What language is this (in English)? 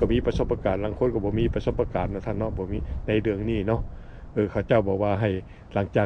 Lao